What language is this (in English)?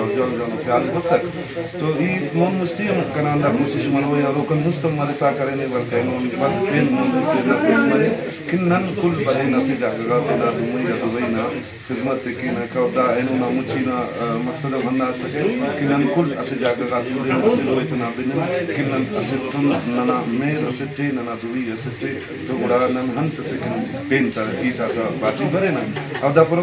Brahui